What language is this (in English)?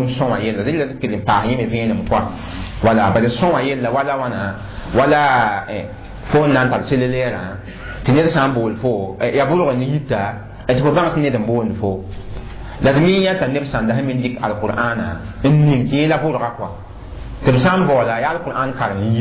Mossi